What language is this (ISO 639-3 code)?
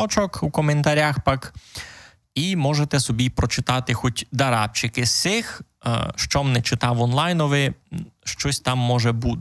rue